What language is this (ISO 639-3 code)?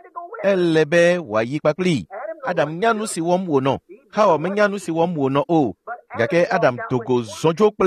ewe